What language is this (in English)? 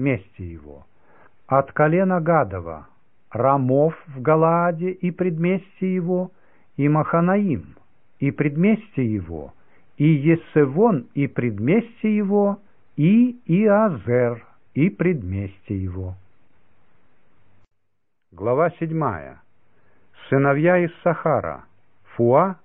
Russian